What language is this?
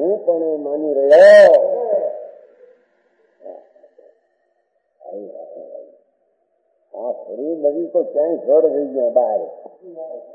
Gujarati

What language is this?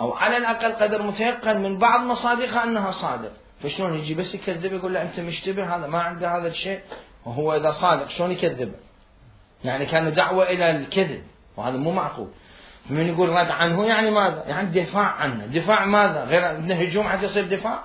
Mesopotamian Arabic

